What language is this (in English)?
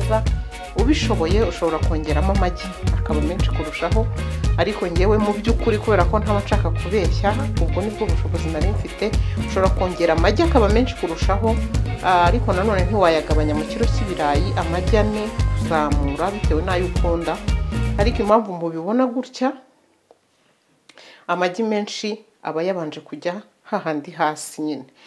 Kinyarwanda